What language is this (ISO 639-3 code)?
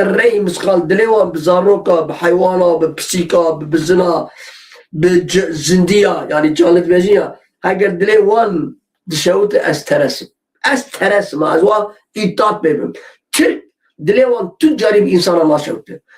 kur